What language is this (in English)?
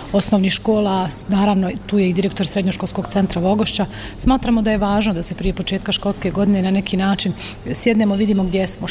Bosnian